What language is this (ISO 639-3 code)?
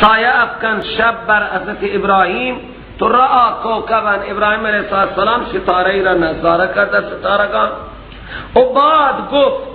fas